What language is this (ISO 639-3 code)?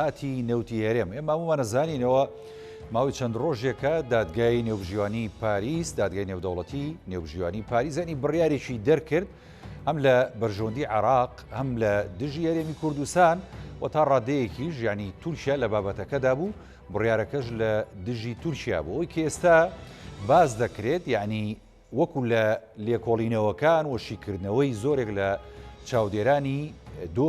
ckb